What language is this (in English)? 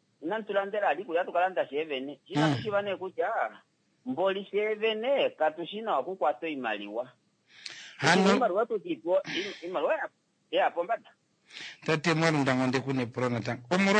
Kuanyama